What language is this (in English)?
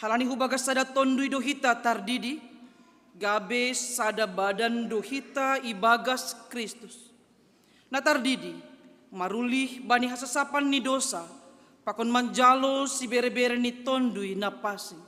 Batak Simalungun